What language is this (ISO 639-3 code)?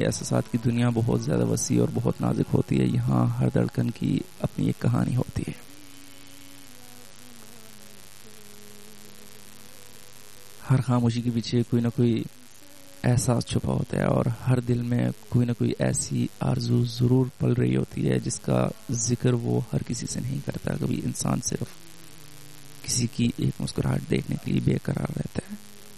urd